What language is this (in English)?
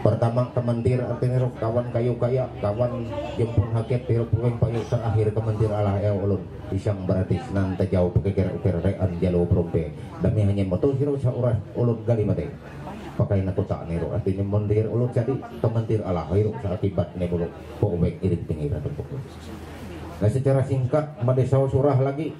Ma'anyan